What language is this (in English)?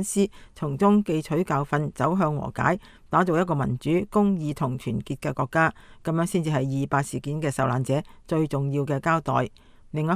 Cantonese